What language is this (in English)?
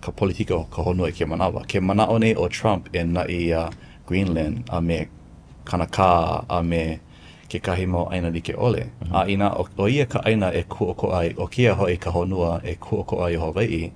Hawaiian